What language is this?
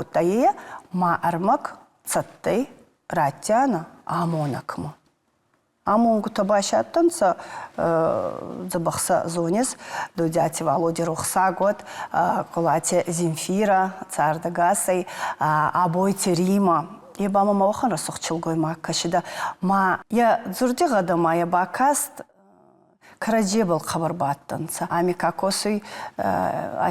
Ossetic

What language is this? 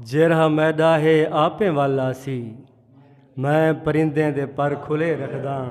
Saraiki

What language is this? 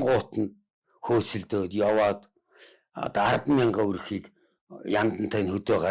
Mongolian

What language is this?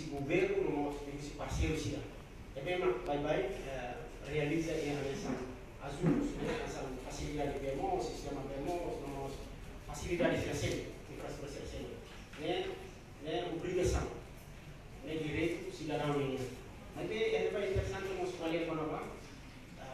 Tetum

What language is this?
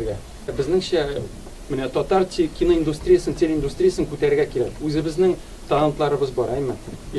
Tatar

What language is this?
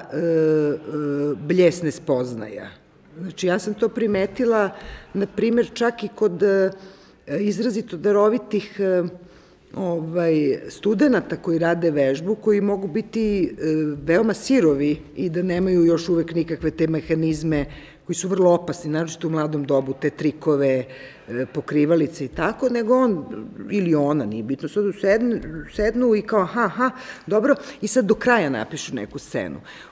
Serbian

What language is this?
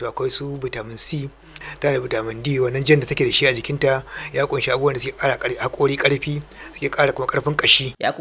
Hausa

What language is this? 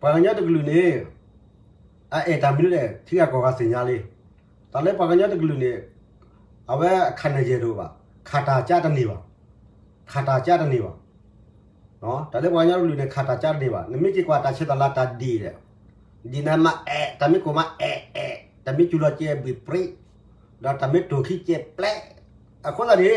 S'gaw Karen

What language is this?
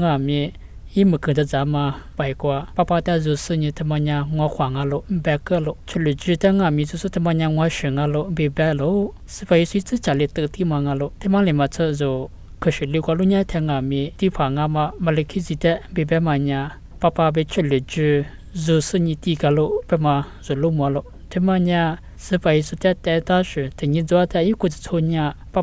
Lisu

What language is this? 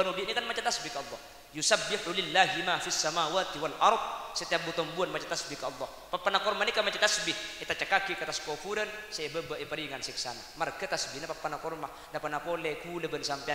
Madurese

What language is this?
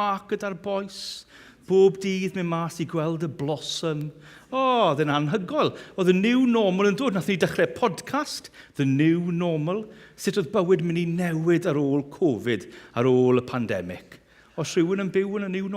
Welsh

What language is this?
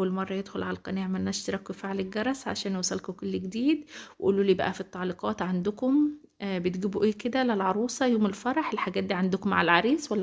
Egyptian Arabic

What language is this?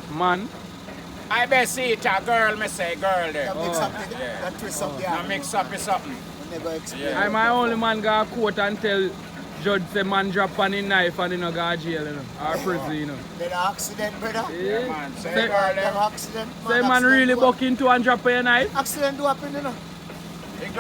Jamaican Creole English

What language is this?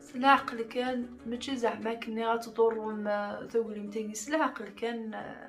Kabyle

